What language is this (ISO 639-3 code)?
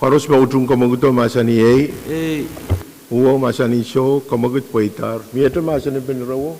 pon